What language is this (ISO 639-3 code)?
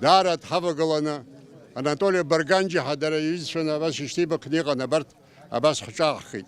abk